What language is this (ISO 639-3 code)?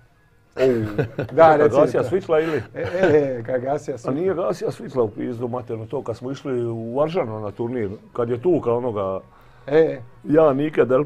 hrv